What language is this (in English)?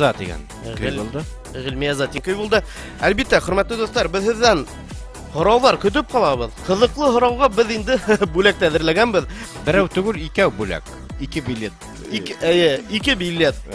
Bashkir